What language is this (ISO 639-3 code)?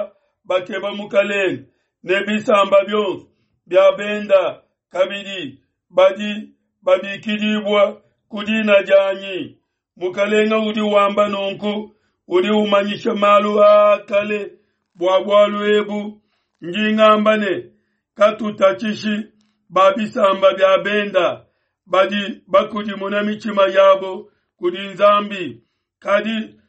lua